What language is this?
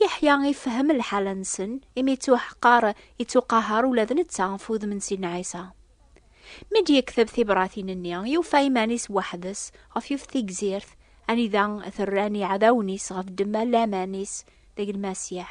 Kabyle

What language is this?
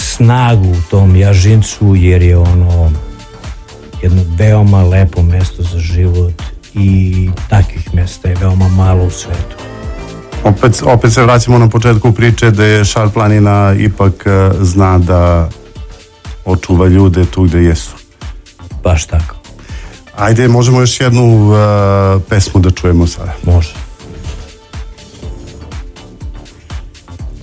Serbian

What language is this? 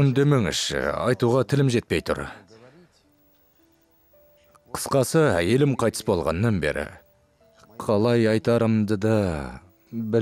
Kazakh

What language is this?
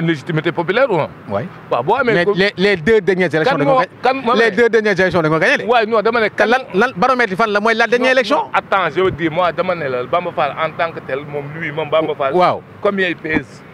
Wolof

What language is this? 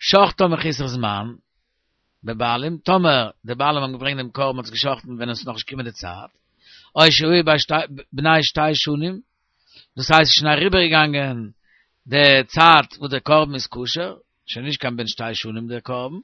Yiddish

